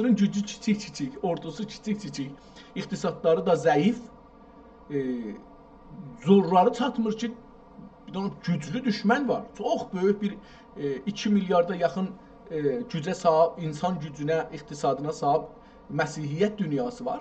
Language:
South Azerbaijani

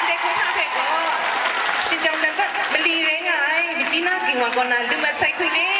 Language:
Kachin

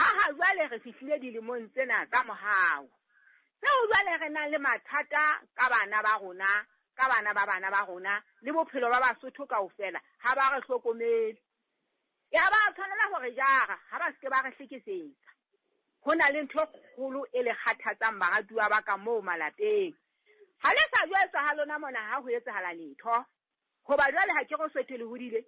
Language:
Southern Sotho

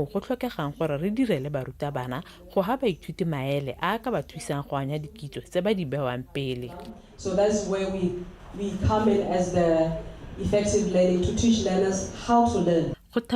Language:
Tswana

